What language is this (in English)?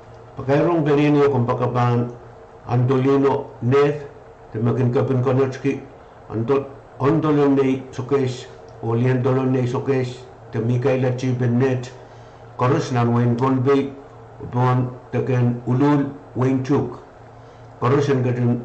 Pohnpeian